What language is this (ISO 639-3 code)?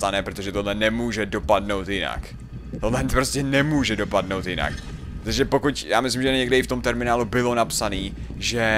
ces